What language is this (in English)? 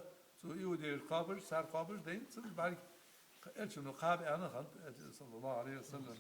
Ingush